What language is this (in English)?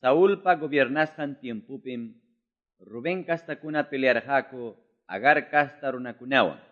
Quechua